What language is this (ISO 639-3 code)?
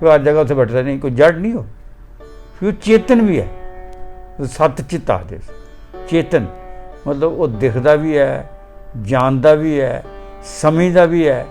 doi